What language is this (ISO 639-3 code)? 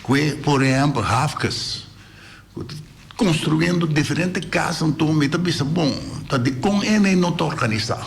pap